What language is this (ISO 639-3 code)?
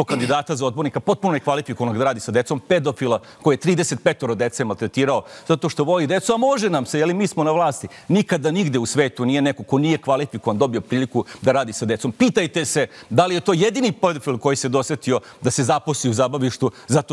srp